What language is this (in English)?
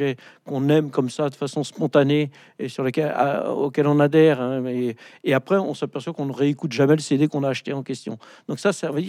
French